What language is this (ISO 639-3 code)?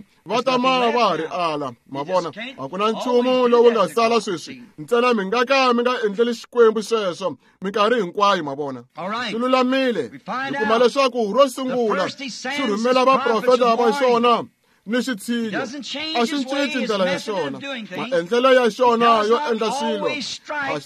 tso